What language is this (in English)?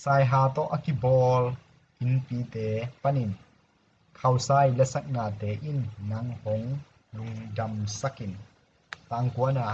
Tedim Chin